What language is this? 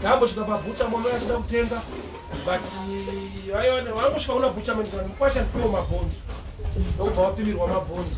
Shona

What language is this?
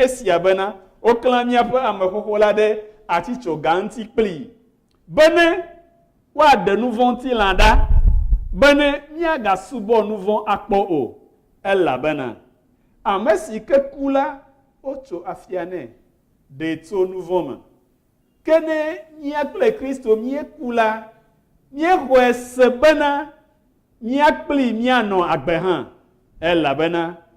Ewe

